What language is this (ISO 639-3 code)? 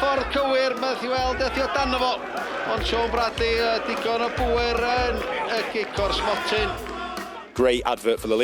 cym